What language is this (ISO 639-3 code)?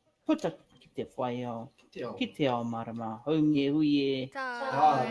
mri